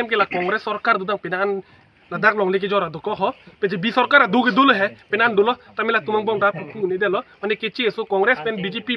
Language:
Karbi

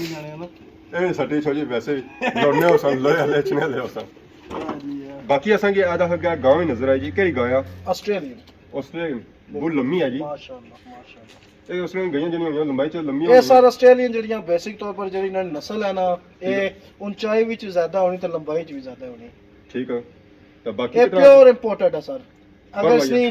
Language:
Pahari-Potwari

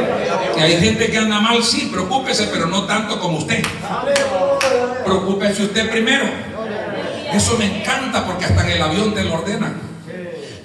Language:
Spanish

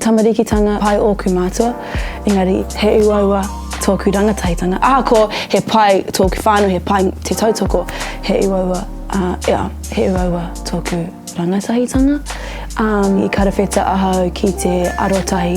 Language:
Māori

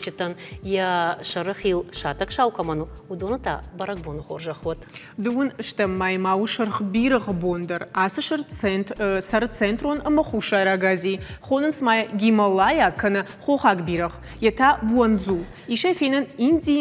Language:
Ossetic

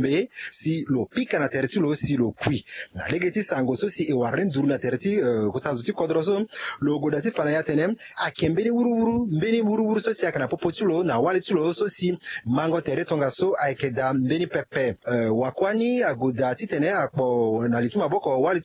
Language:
Sango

